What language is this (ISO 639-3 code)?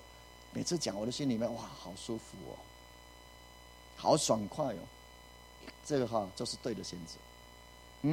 zho